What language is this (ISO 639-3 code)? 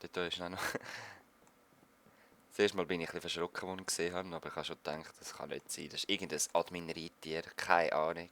gsw